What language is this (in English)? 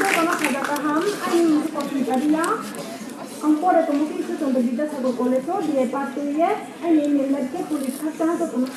Riang (India)